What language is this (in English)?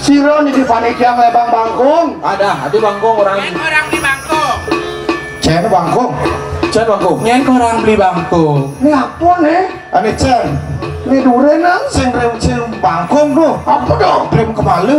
Balinese